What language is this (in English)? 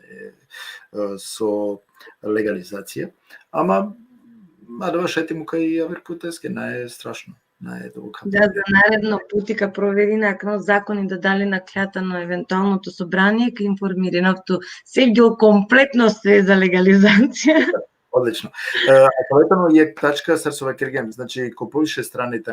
Balkan Romani